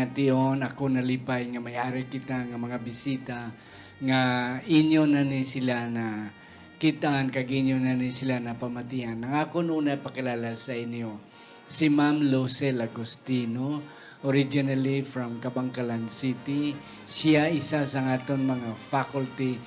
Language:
Hiligaynon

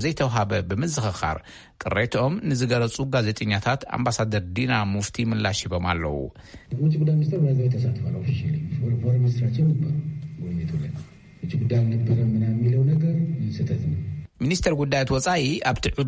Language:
Tigrinya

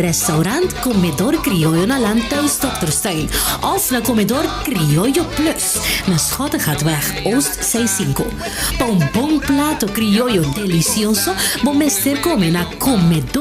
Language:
Papiamento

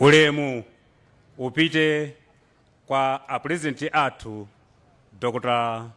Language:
Nyanja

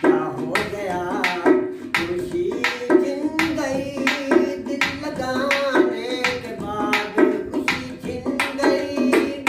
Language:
Saraiki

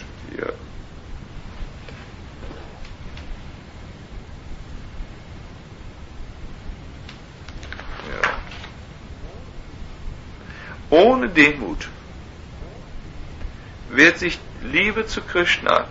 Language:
German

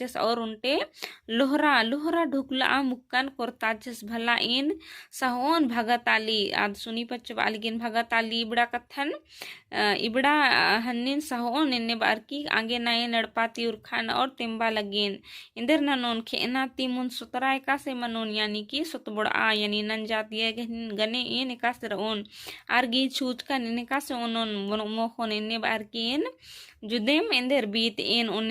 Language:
Kurukh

